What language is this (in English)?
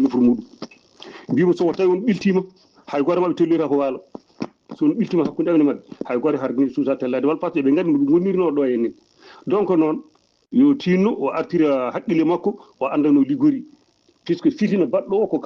Fula